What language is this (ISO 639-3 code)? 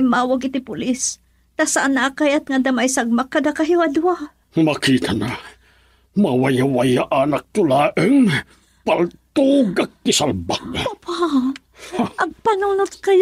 ilo